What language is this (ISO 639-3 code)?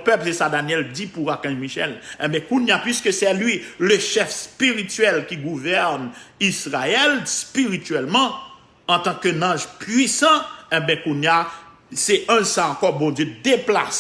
hat